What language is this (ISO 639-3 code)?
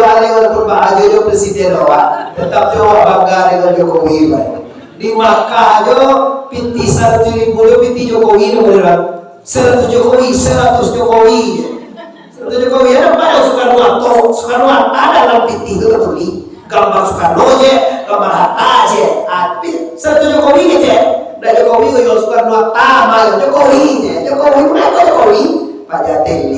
min